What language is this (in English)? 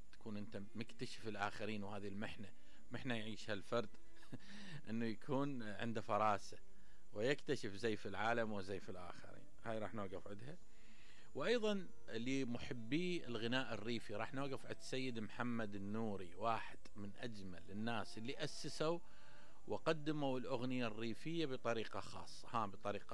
Mesopotamian Arabic